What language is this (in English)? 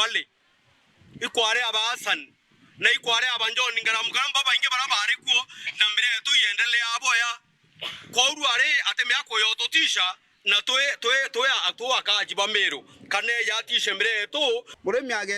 Meru